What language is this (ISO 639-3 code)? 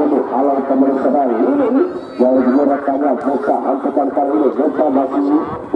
ind